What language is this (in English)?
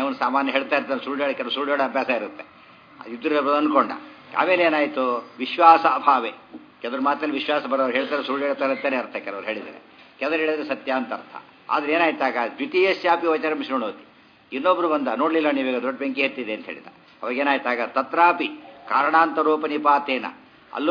Kannada